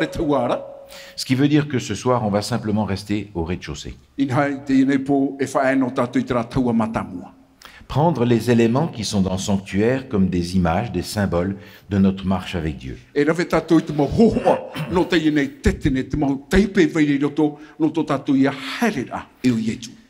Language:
Tahitian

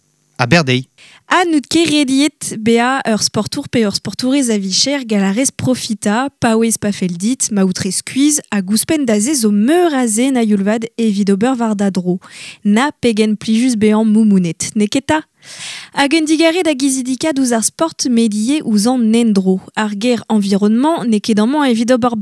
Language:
Breton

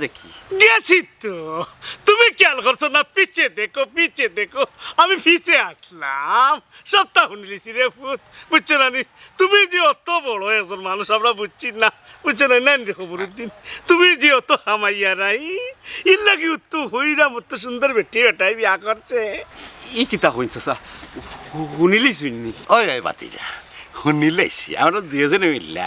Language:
Sylheti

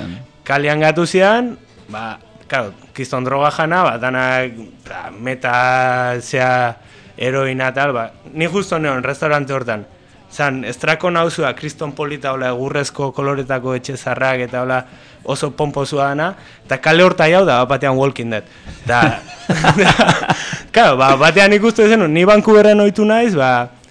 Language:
Basque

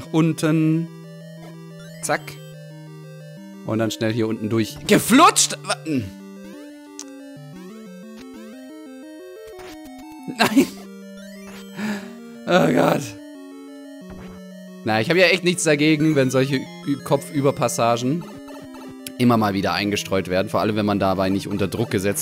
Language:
German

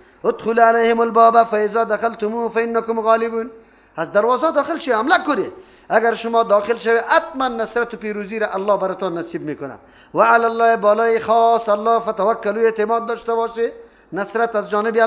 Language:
Persian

